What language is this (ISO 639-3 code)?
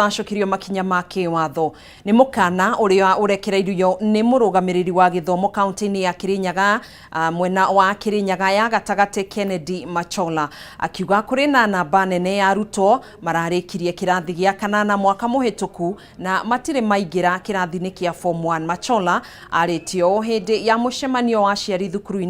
kik